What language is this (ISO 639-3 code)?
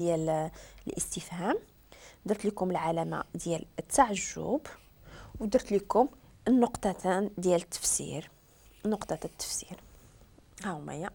ary